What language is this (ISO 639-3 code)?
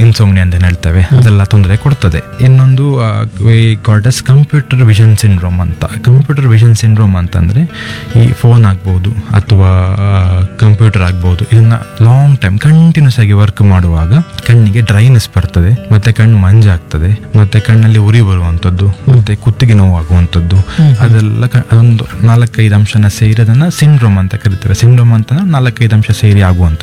kan